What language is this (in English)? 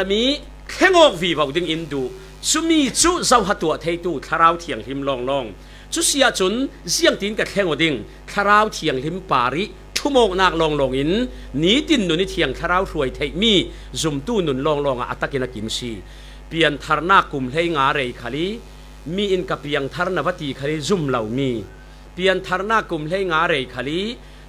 Falam Chin